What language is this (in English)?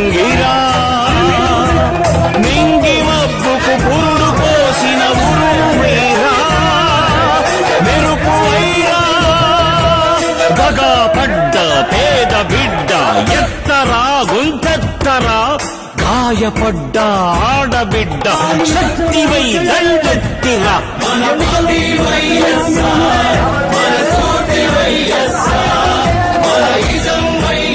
Telugu